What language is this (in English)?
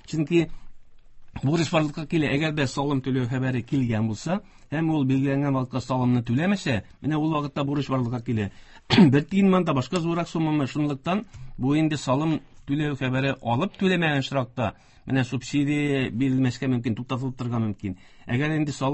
Tatar